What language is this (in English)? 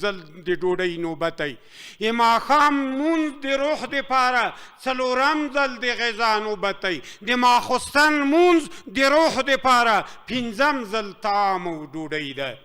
Pashto